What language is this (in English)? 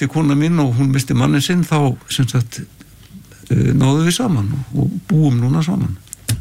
Icelandic